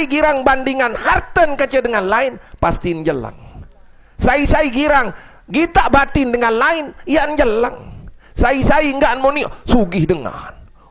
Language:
Sasak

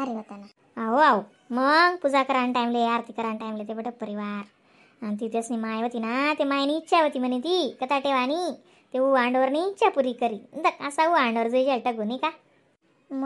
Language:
Khandesi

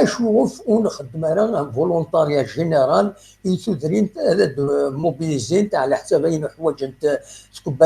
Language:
Kabyle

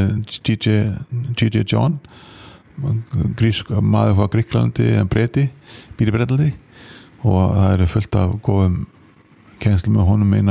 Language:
Icelandic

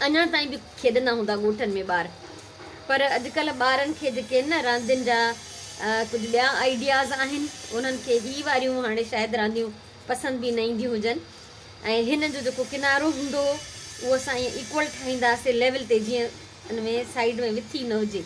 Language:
Sindhi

